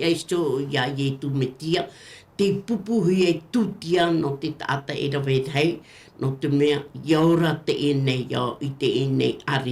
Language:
Tahitian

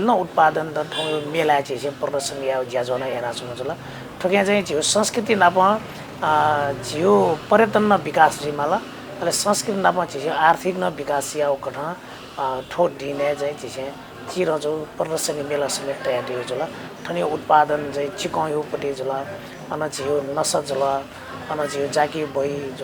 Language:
Newari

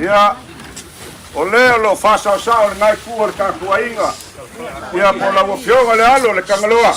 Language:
Samoan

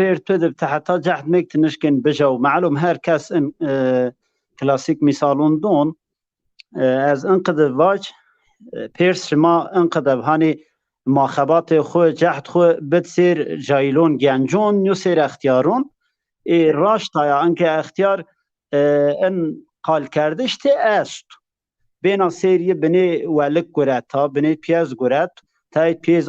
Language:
Zaza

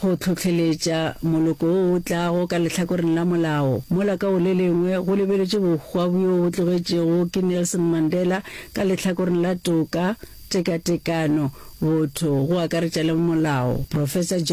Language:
Northern Sotho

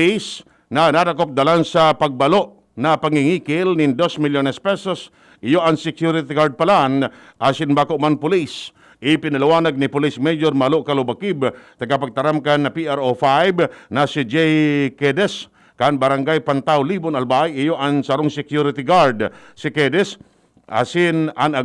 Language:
Bikol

